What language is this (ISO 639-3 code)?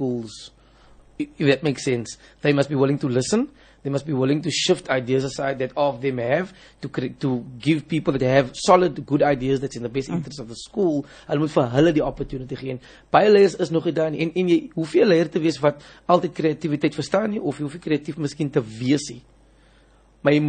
afr